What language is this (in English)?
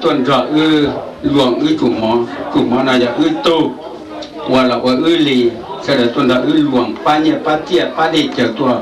Hmong